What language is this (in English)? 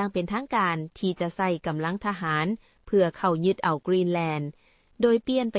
Lao